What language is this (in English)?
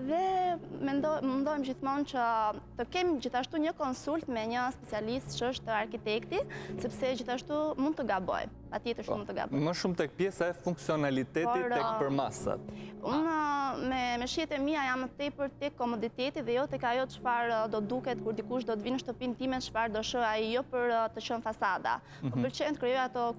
Albanian